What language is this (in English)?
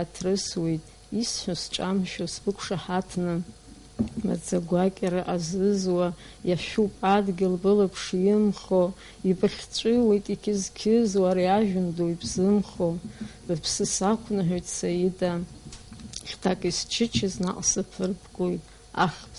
Abkhazian